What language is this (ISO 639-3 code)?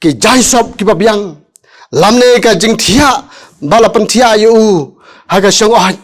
kha